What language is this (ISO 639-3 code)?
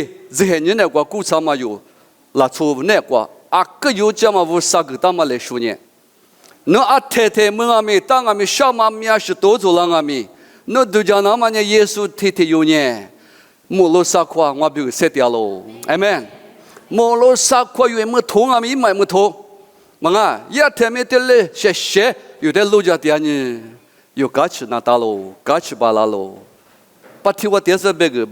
lis